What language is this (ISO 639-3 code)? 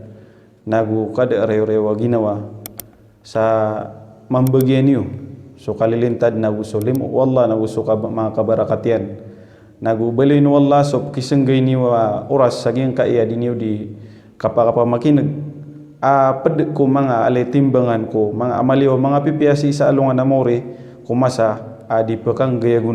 mrw